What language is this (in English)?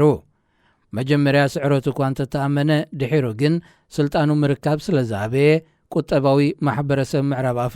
Tigrinya